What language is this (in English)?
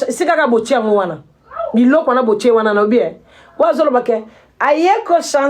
Lingala